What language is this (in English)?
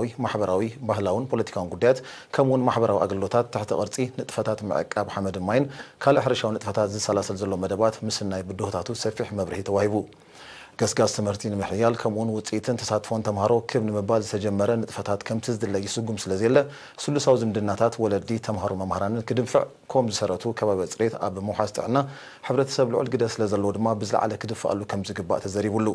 Tigrinya